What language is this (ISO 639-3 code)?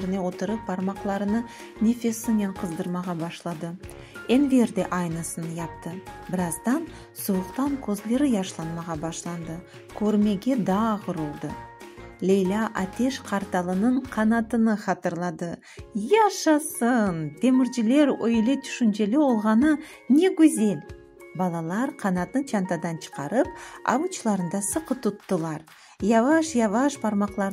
crh